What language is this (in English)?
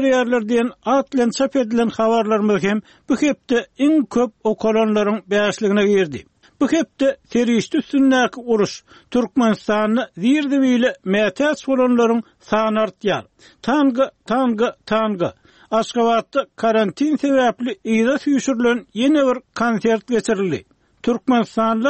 Turkmen